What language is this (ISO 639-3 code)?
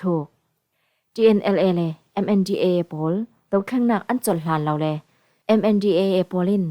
cfm